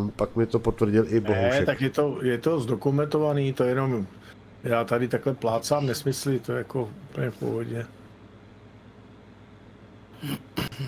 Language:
Czech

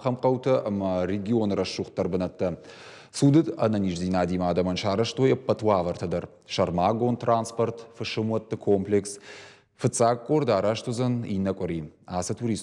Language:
Ossetic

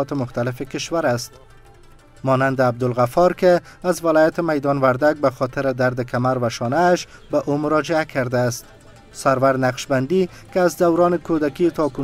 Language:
Persian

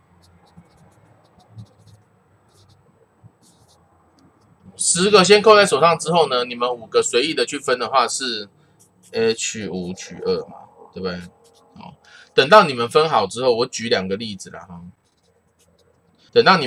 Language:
Chinese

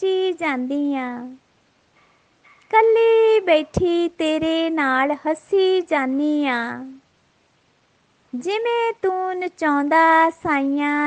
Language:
Punjabi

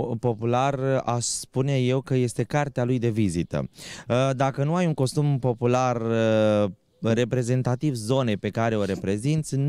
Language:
Romanian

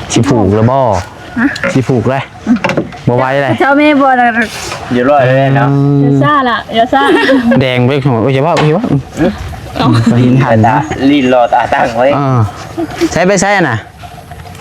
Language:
Northeastern Thai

